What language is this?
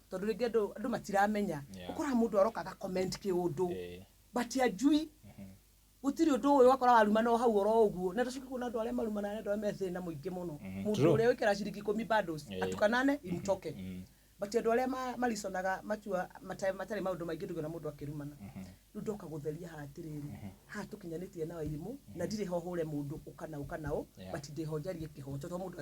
Kikuyu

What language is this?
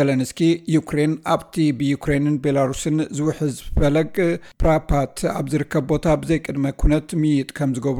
Tigrinya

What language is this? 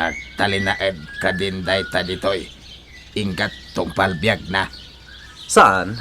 Iloko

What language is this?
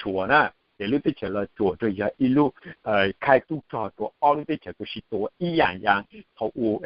Hmong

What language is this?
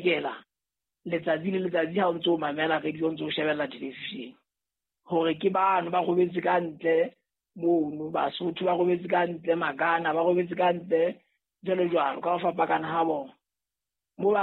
Southern Sotho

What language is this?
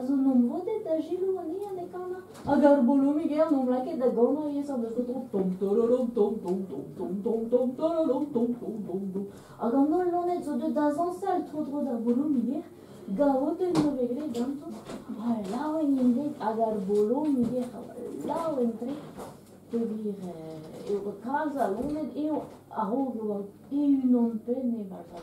Breton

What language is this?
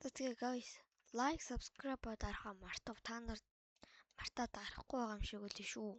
Mongolian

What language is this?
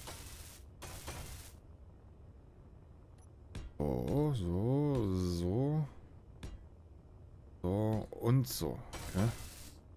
German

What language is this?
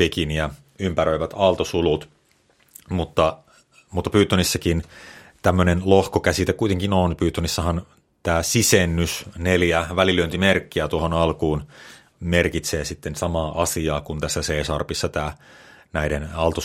Finnish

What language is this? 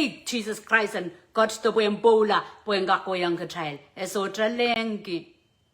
Pohnpeian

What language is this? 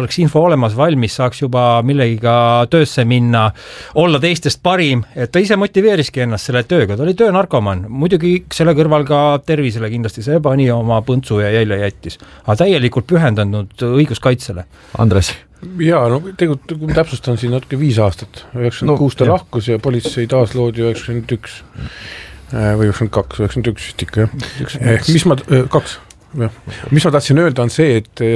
Estonian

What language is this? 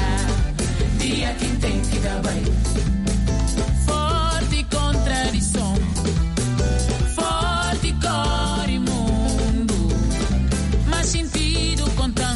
Portuguese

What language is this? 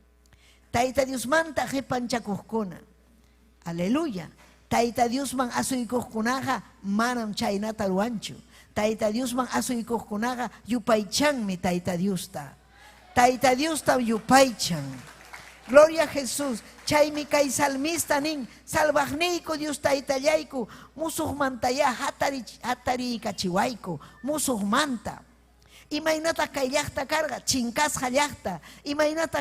Ayacucho Quechua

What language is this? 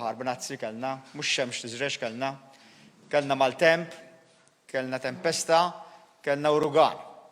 Maltese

